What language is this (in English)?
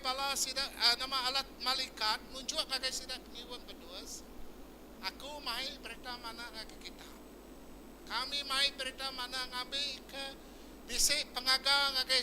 Iban